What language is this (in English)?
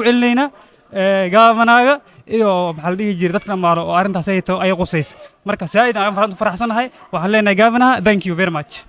Somali